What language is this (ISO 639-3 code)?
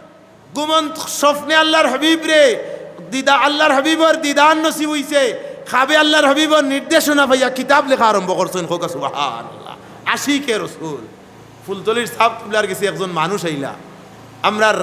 syl